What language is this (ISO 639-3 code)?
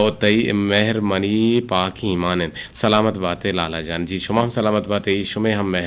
bgp